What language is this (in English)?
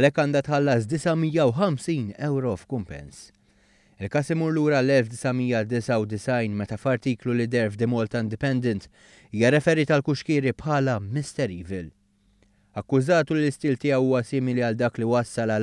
Maltese